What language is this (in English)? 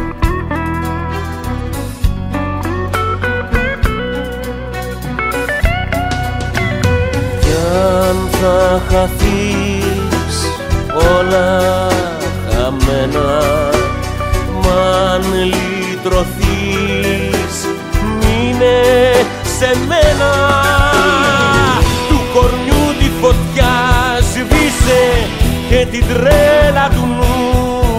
Greek